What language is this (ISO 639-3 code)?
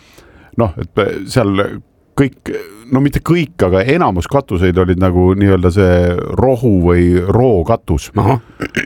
est